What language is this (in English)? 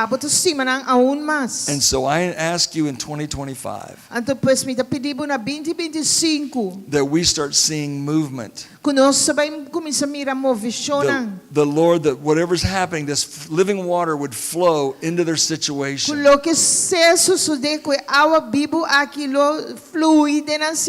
Papiamento